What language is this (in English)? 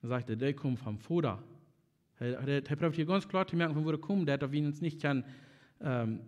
Plautdietsch